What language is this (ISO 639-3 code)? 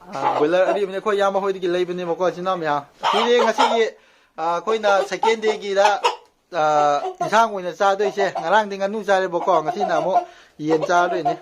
mni